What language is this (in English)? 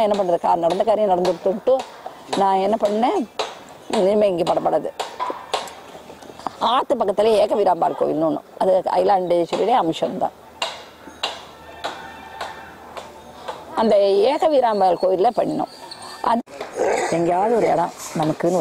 Tamil